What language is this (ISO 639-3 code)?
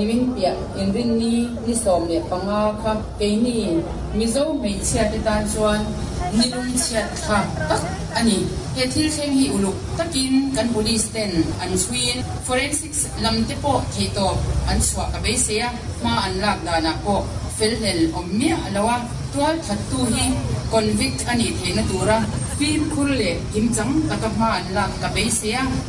lus